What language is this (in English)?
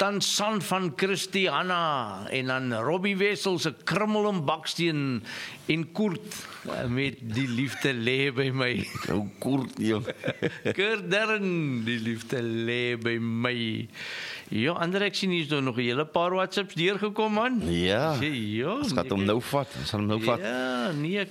Afrikaans